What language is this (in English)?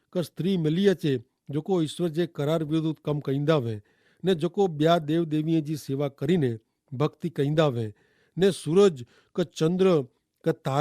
Kachhi